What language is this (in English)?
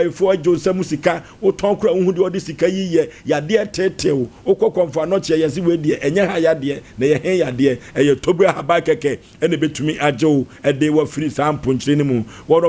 Akan